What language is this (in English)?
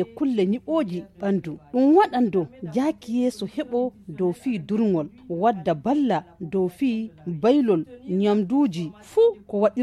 Fula